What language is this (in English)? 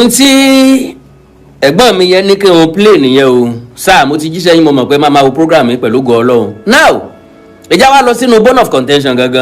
Yoruba